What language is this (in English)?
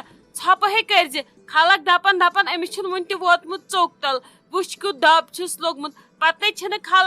Kashmiri